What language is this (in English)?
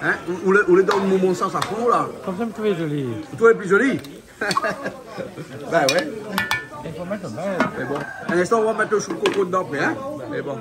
Réunion Creole French